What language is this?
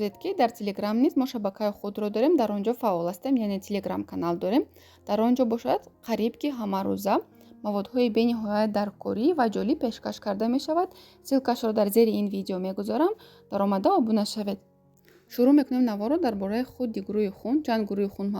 Tajik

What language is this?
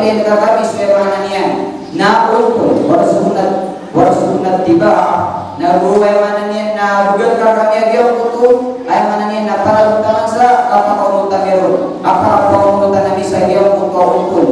Maranao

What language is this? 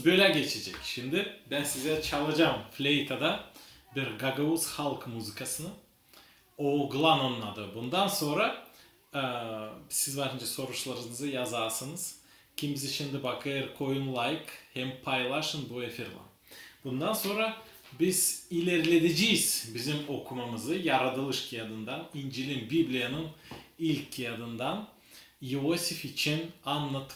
Gagauz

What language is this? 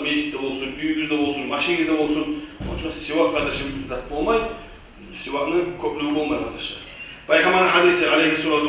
Kumyk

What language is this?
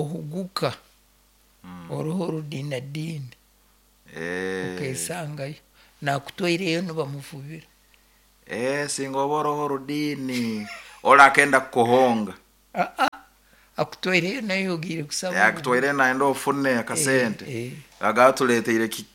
Nyoro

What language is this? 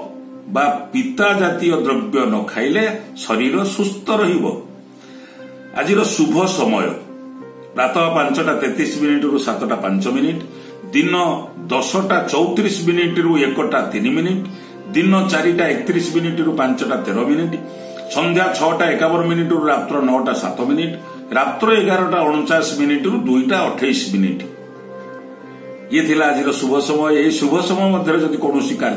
Odia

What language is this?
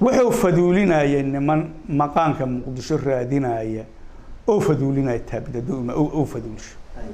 Somali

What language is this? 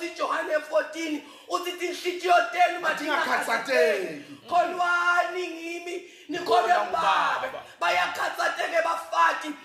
Zulu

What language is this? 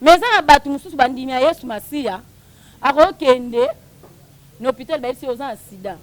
Lingala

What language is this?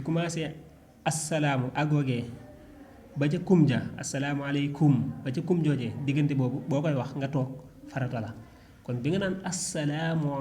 Wolof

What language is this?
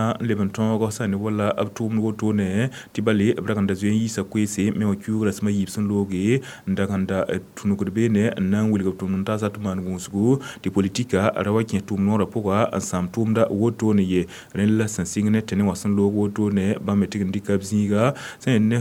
Mossi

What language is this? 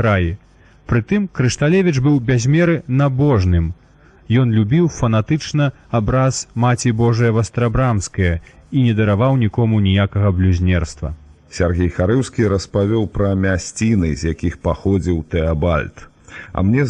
Belarusian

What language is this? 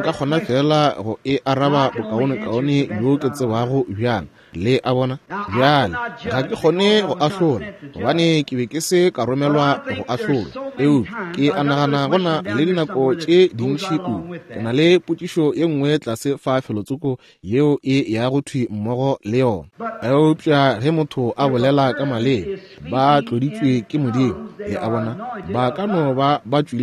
Northern Sotho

